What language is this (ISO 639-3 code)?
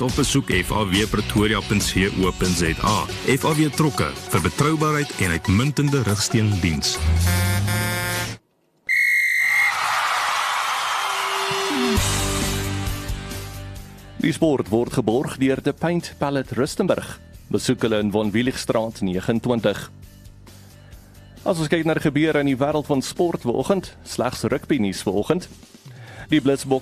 afr